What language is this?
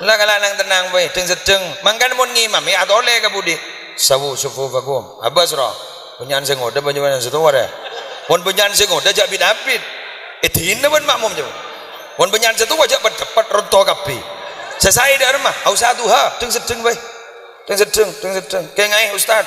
Madurese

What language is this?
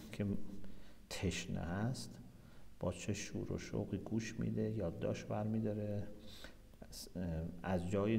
Persian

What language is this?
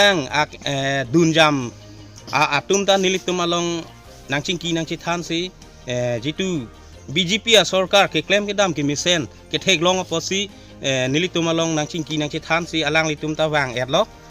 Karbi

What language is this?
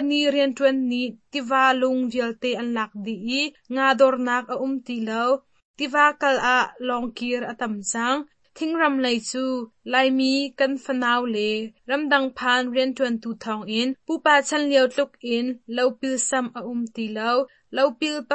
Hakha Chin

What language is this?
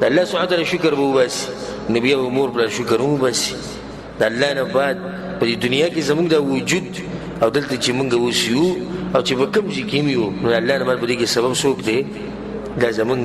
Pashto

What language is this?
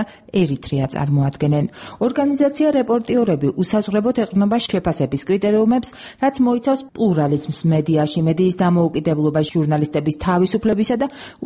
Georgian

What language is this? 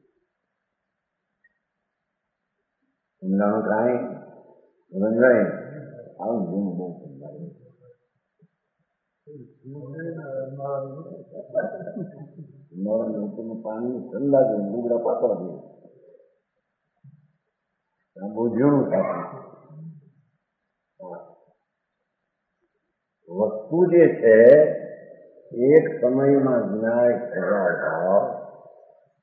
Gujarati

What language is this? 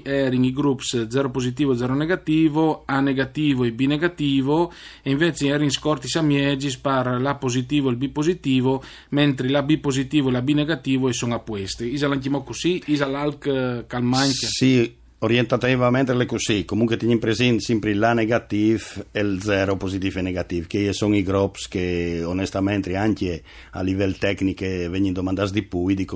Friulian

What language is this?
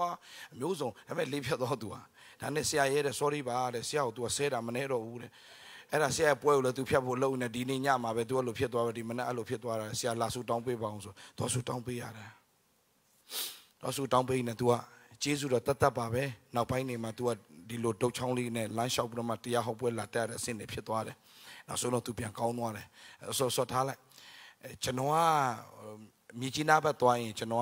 Burmese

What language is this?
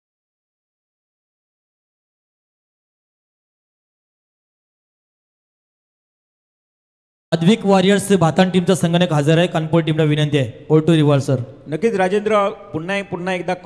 Marathi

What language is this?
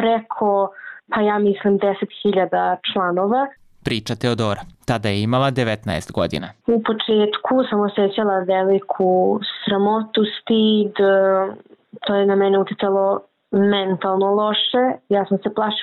Bosnian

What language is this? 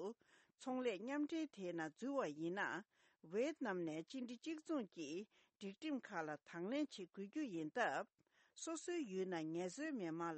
Tibetan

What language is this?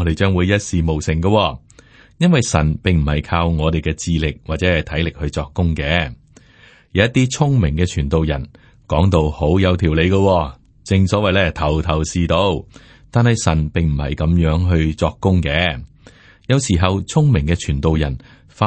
Cantonese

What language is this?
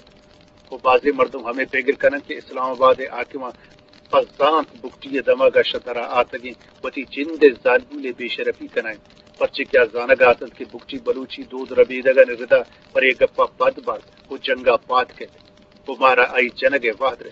Eastern Balochi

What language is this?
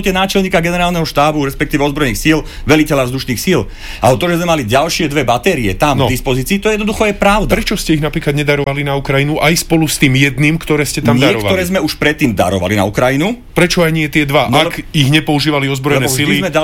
Slovak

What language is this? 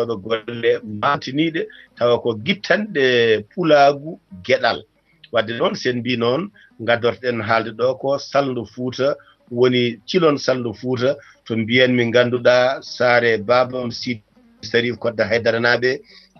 Fula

